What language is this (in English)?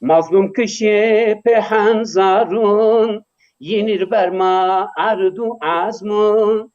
Zaza